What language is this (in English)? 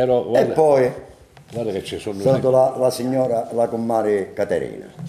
Italian